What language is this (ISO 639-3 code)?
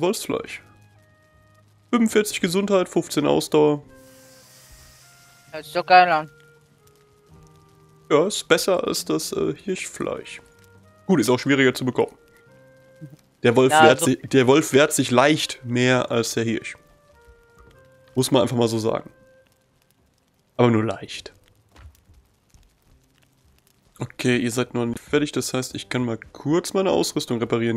deu